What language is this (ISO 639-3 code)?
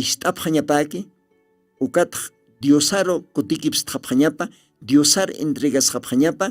aym